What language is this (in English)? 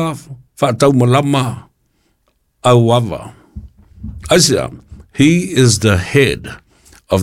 Samoan